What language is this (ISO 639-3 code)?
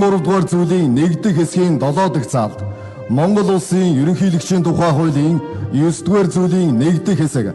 mon